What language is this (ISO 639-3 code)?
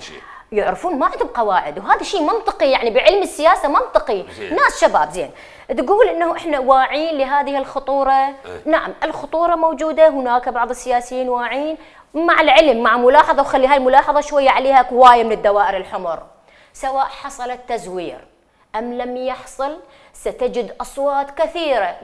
acm